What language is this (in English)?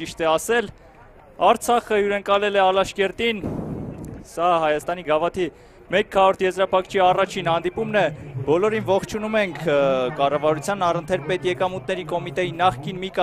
Armenian